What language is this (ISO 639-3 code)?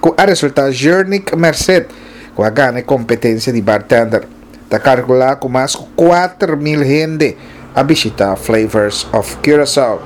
pap